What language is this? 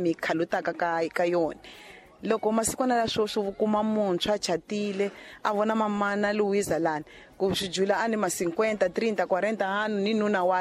Tsonga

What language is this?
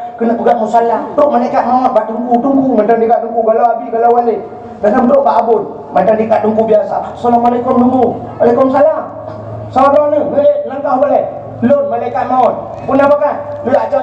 Achinese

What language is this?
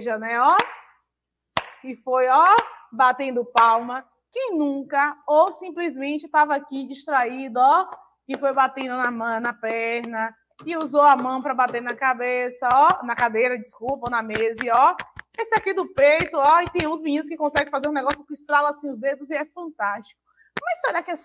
Portuguese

